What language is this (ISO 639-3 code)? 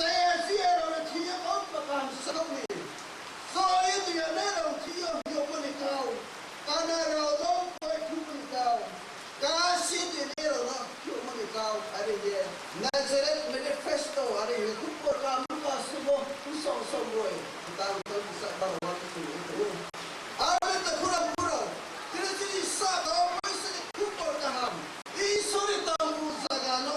ria